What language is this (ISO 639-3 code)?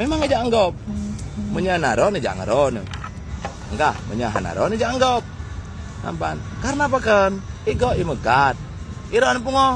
ace